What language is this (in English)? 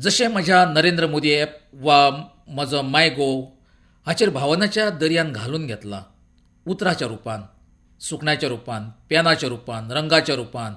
Konkani